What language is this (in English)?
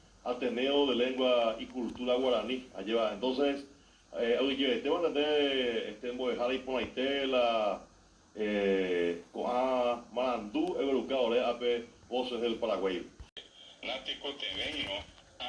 Guarani